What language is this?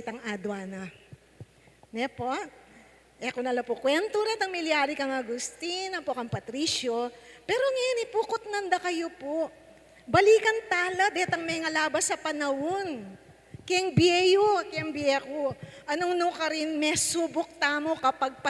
Pampanga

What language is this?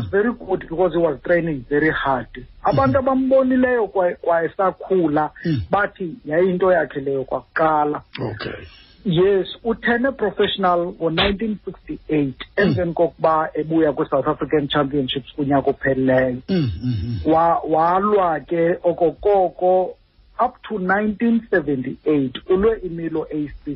Xhosa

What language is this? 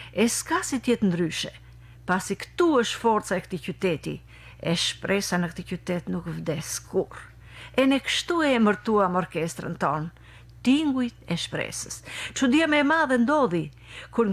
Albanian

